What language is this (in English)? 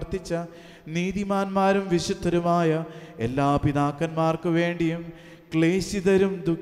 Malayalam